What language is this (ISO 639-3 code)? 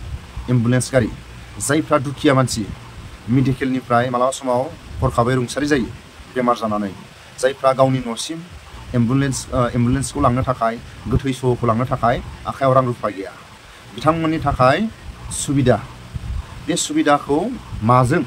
brx